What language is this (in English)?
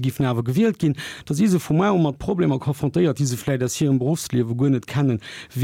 Luxembourgish